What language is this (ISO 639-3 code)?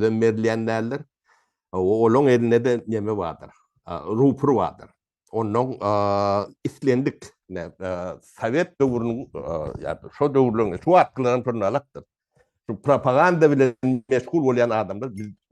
tuk